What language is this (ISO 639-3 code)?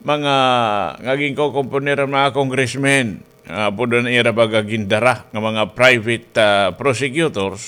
war